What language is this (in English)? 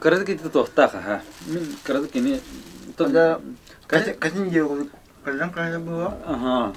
Yakut